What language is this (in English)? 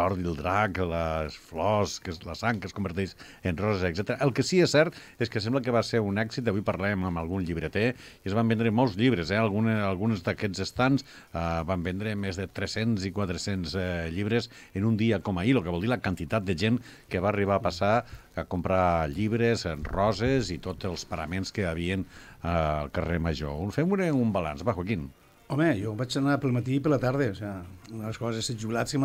Catalan